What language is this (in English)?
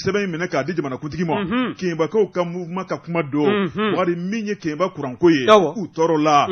Bambara